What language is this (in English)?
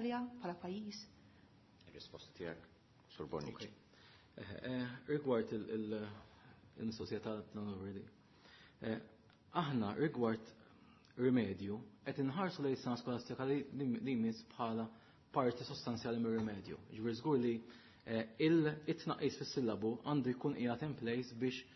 Maltese